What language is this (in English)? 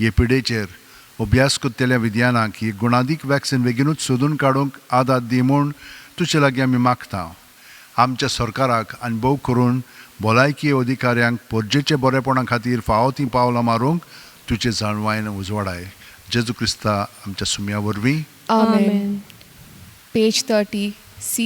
Konkani